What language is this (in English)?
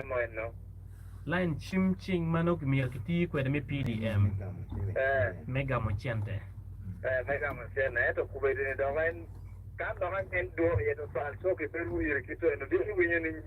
Acoli